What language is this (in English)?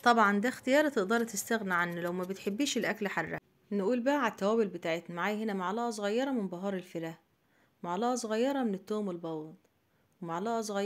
Egyptian Arabic